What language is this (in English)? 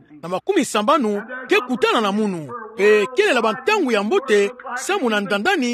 Kituba (Democratic Republic of Congo)